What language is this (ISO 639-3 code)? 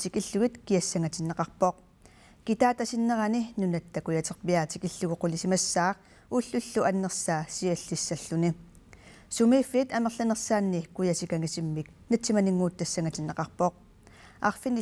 kal